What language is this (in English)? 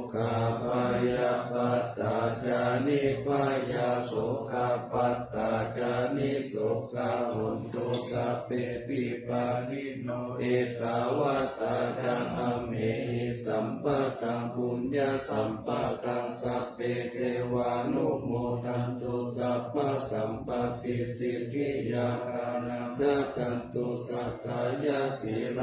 Pali